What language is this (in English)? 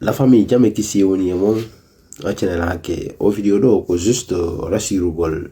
Fula